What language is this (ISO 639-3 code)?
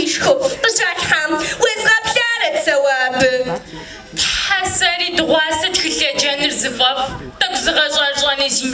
kbd